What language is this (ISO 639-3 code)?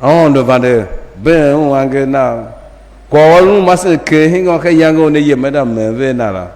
tiv